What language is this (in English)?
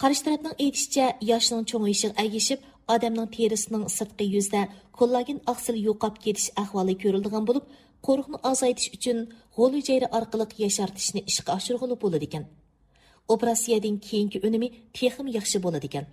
Uyghur